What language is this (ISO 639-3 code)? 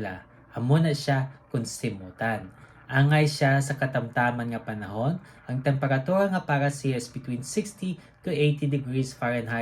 hil